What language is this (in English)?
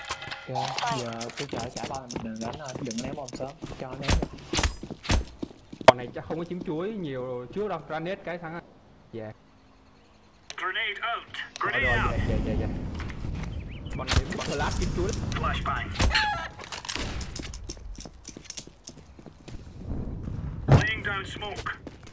Vietnamese